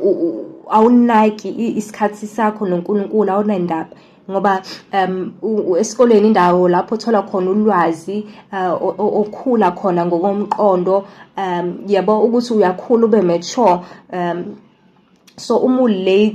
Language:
Zulu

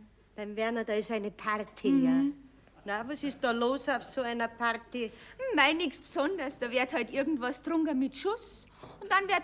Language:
Bavarian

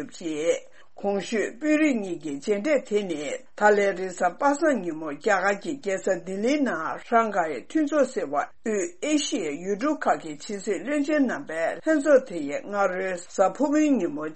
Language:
Tibetan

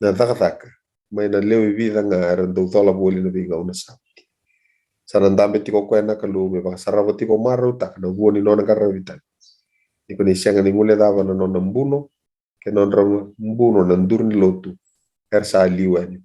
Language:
Fijian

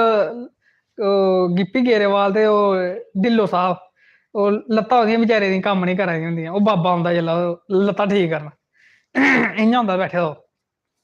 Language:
Dogri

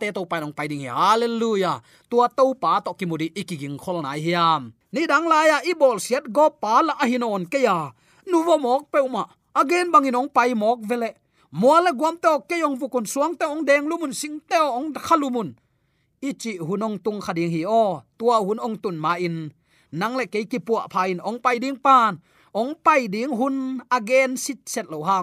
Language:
Tedim Chin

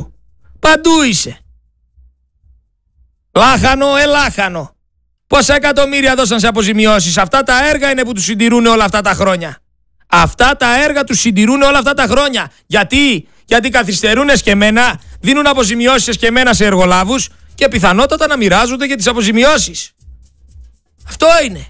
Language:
Greek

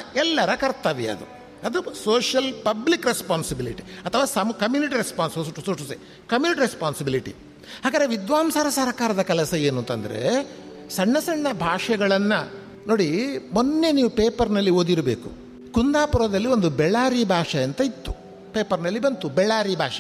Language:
Kannada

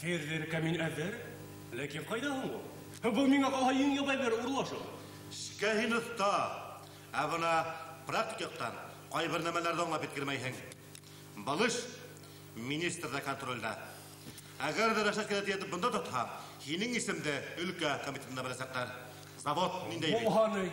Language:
Bashkir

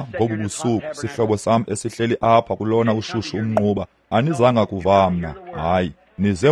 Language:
Xhosa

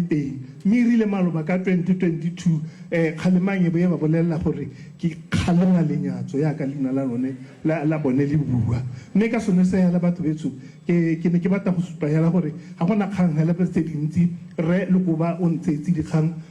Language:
Tswana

